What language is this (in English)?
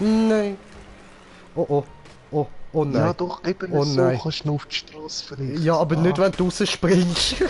Swiss German